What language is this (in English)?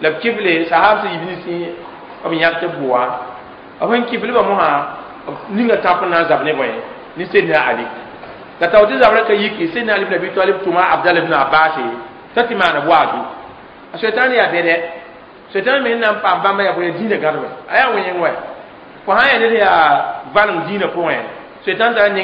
Mossi